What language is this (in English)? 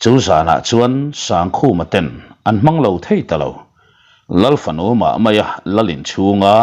Mizo